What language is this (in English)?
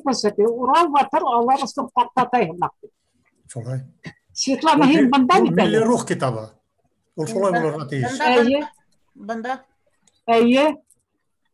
Bashkir